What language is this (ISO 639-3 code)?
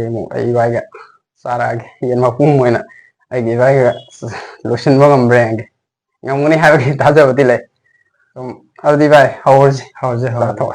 mni